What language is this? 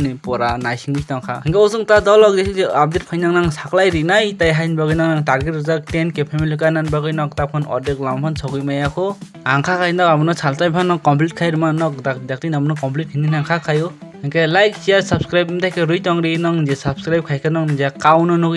Kok Borok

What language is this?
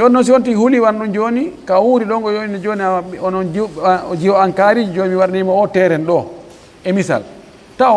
Pular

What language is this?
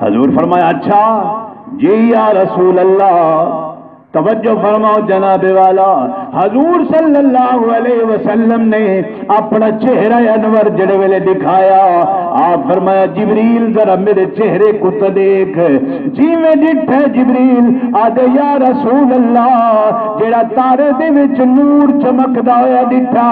Saraiki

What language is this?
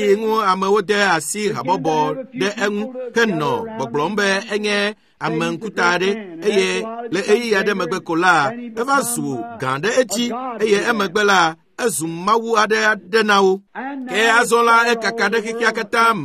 Ewe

